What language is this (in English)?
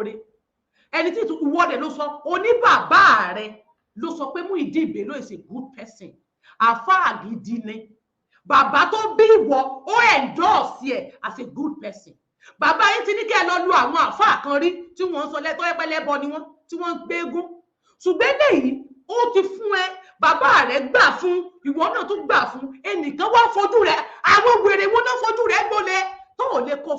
Yoruba